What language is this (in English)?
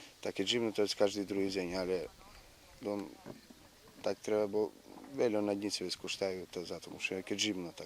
Rusyn